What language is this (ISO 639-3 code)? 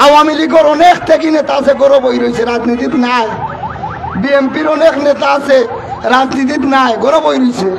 syl